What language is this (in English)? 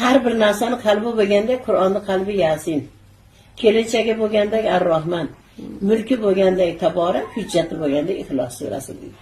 Uzbek